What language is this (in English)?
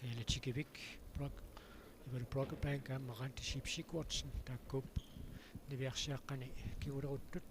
Kalaallisut